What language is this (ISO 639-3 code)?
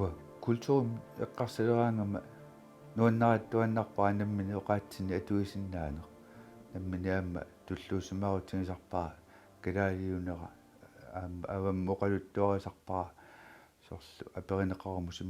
kal